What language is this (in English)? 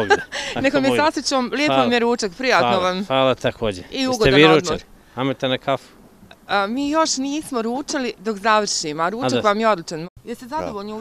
Bosnian